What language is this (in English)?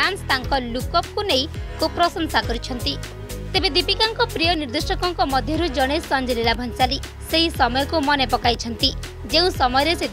Odia